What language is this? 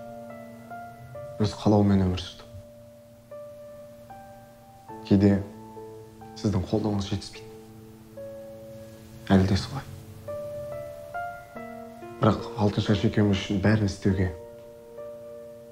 Kazakh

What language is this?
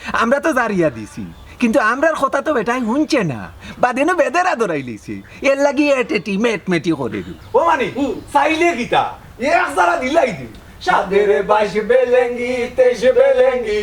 Sylheti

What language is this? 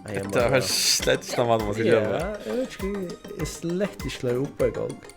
Faroese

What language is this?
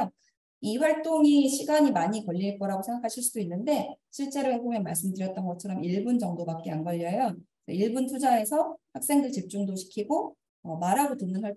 Korean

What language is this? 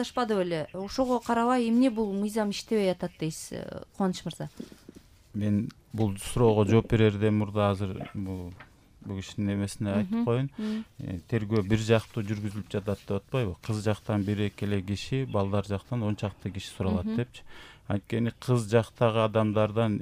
Kyrgyz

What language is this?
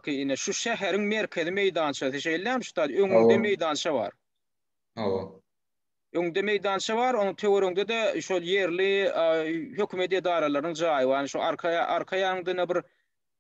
Turkmen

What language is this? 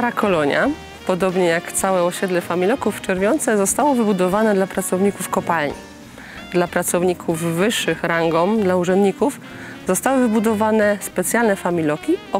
Silesian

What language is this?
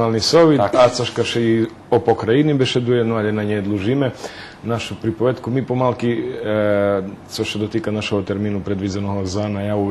Rusyn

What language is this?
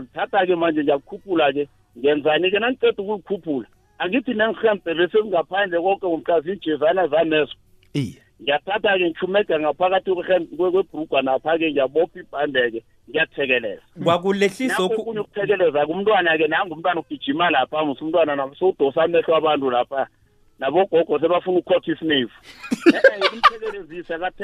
South Ndebele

